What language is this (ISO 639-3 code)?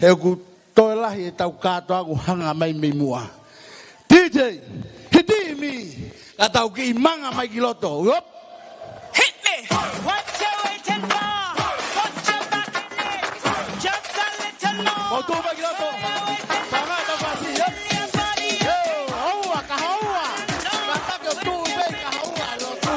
ton